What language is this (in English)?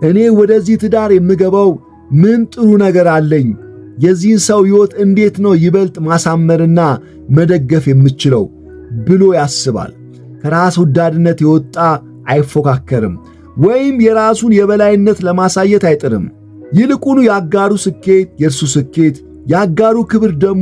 Amharic